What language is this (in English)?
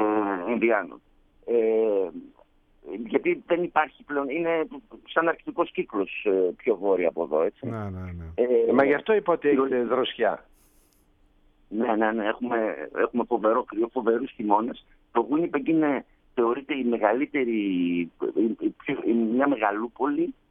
Greek